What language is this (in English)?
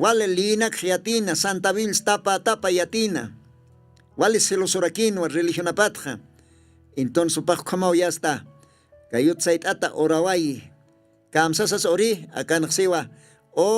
Aymara